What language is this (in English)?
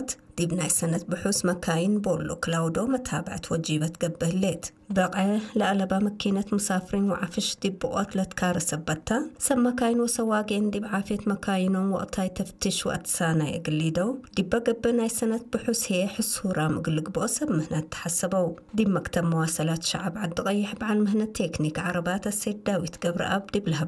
Tigre